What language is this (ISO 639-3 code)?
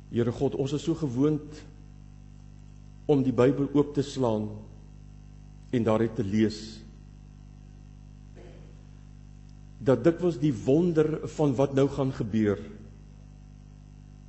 afr